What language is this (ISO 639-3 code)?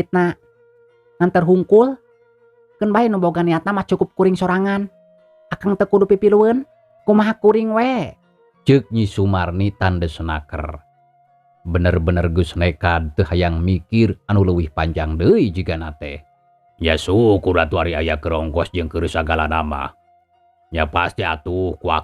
sun